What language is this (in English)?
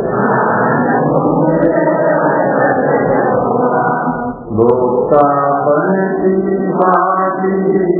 Hindi